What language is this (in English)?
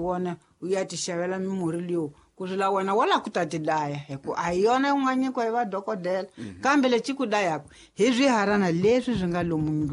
Tsonga